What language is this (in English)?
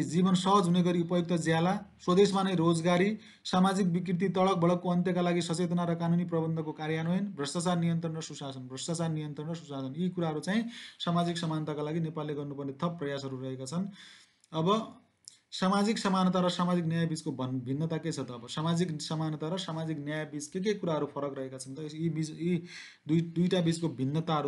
Nepali